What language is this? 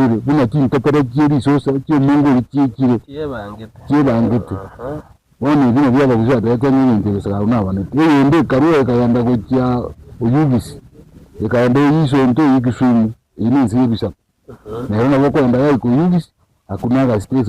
Gusii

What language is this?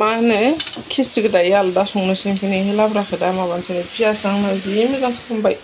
Bodo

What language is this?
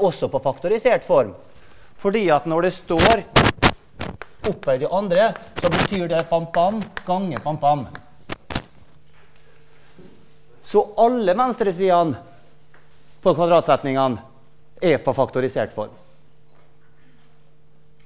Norwegian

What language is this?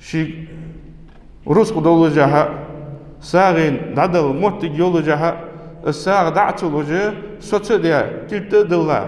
Ingush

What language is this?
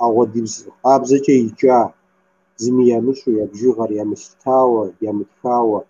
Kabardian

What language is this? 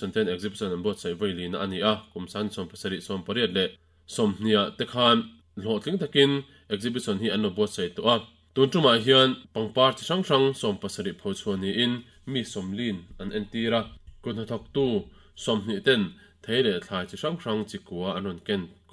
Mizo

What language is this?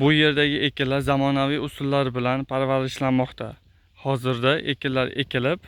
Uzbek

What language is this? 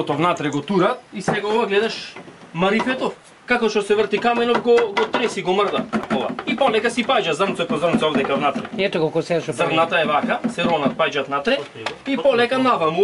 Macedonian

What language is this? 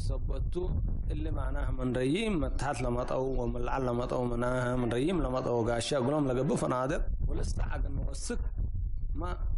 Tigre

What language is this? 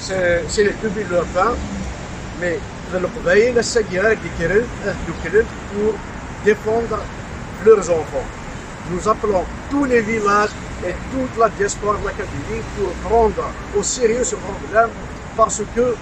Kabyle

